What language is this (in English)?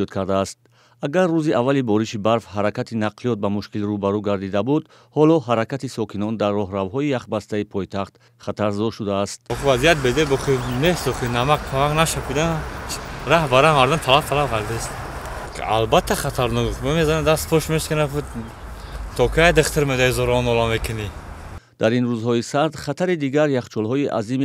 Tajik